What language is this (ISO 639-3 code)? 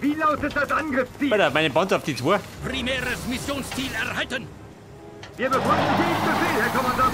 bar